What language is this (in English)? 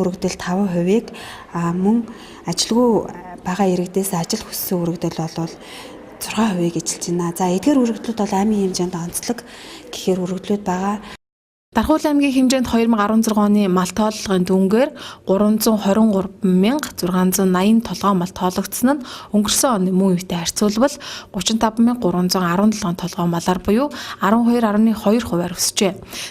Mongolian